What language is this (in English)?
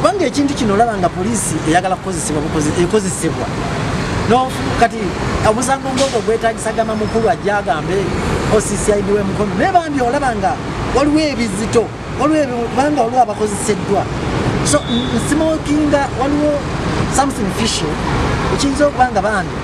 Ganda